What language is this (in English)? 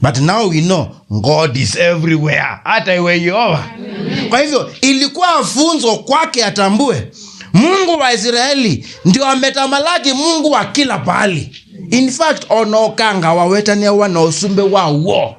Kamba